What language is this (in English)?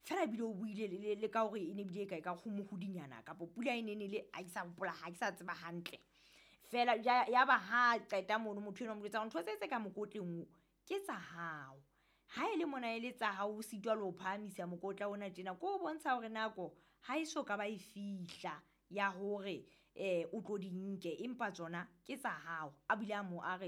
Southern Sotho